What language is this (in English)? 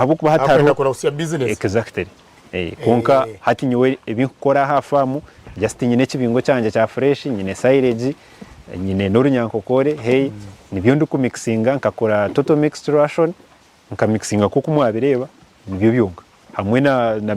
Nyankole